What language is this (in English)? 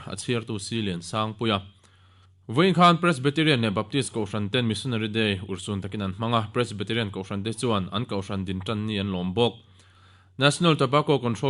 Mizo